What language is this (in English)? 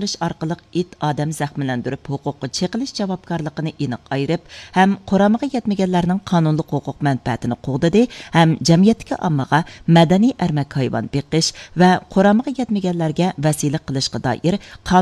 Uyghur